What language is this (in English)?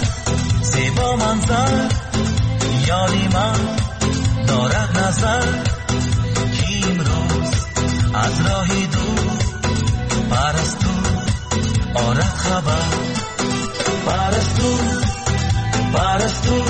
Persian